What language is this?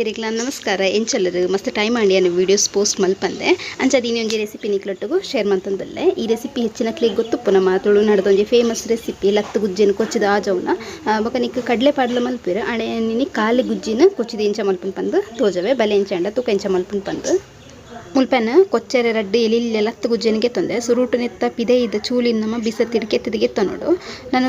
Tulu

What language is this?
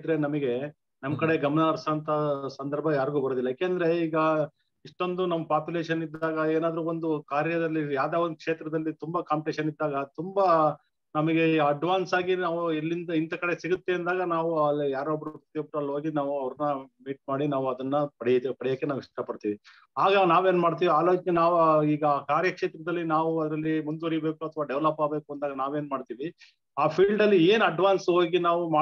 Kannada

